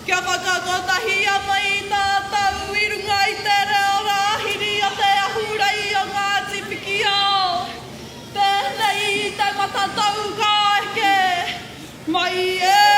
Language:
Māori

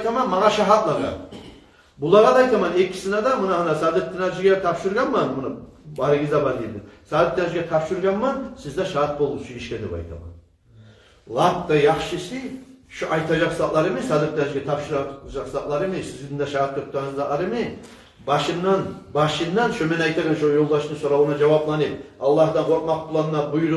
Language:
Kumyk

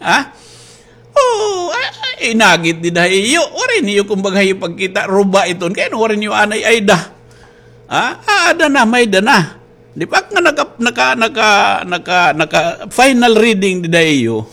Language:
Waray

